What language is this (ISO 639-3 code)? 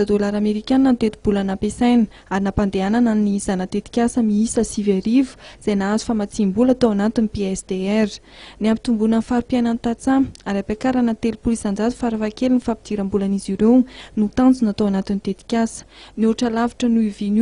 mlg